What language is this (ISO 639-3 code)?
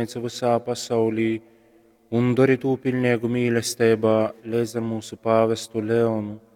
ltg